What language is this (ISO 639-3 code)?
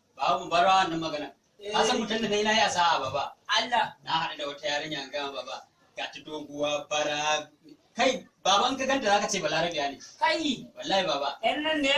hau